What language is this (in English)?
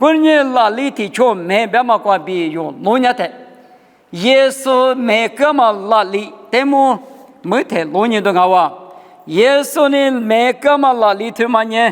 Lisu